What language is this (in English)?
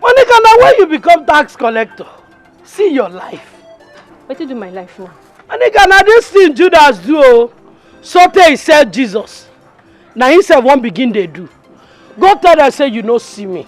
Nigerian Pidgin